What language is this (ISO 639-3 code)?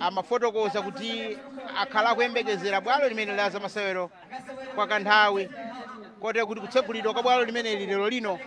nya